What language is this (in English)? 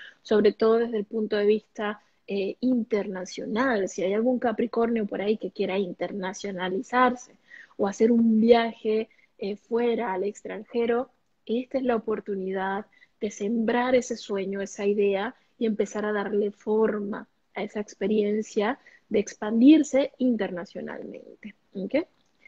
Spanish